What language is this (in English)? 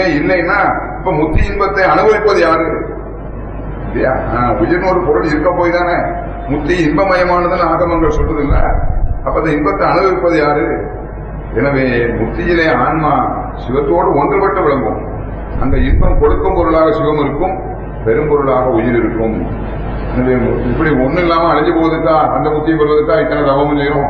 Tamil